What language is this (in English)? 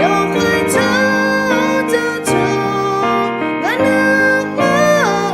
Akha